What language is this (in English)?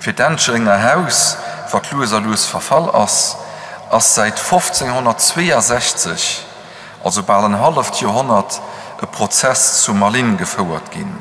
Luxembourgish